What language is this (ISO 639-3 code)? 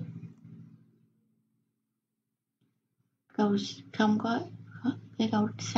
vie